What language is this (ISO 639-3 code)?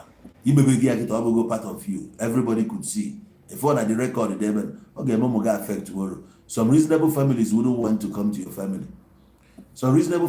ibo